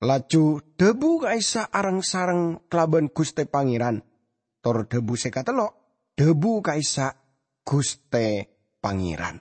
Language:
Madurese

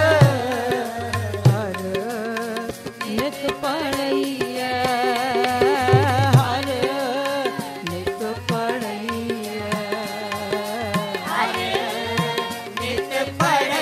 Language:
Punjabi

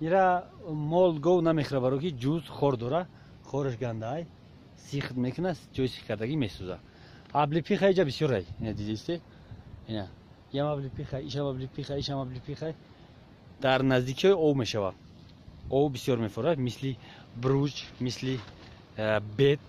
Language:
Tajik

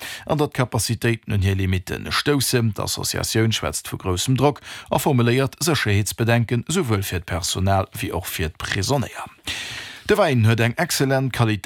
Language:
Luxembourgish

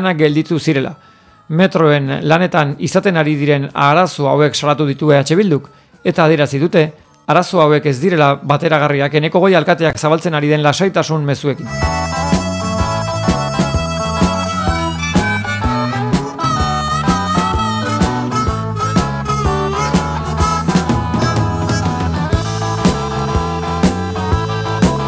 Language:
Basque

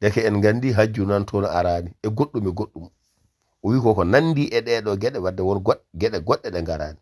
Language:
Fula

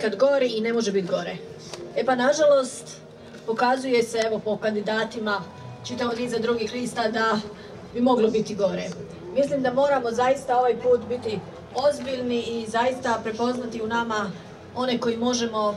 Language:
Croatian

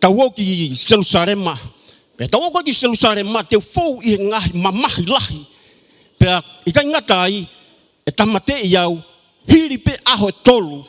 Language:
Tongan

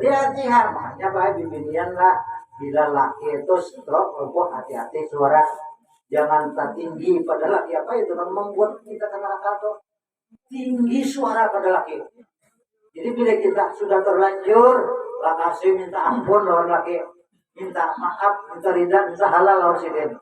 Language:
Banjar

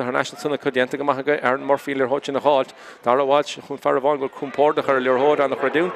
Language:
Irish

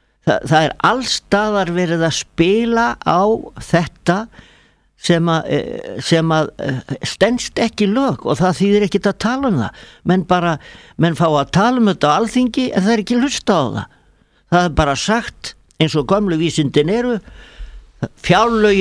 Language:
Icelandic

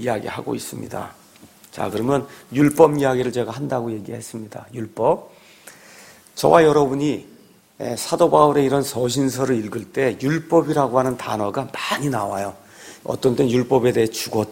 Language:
Korean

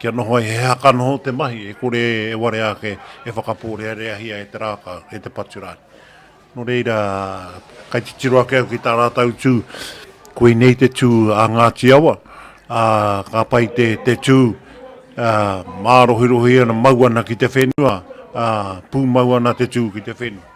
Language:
Māori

